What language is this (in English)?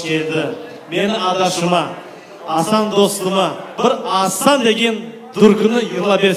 Crimean Tatar